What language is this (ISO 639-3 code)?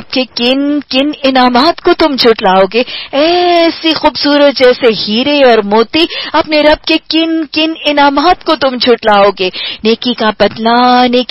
urd